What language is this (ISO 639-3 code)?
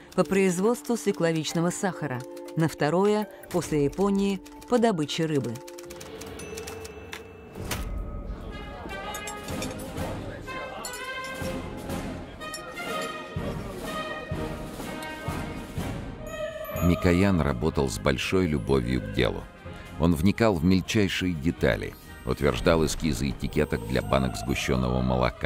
rus